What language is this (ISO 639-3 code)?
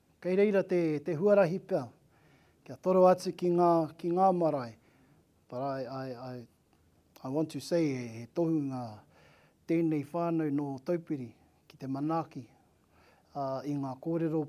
mri